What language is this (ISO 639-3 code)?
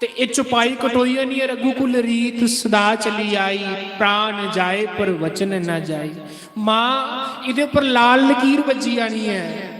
doi